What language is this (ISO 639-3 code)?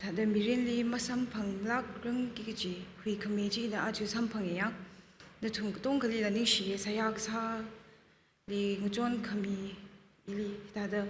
nmf